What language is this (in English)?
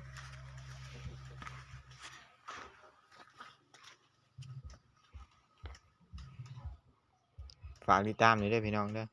Lao